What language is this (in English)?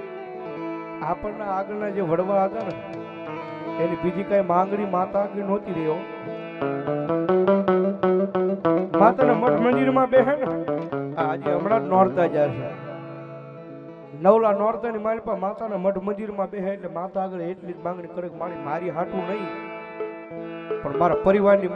Gujarati